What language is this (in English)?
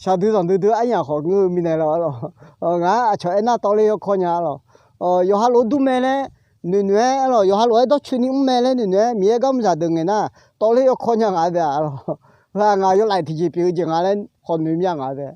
Akha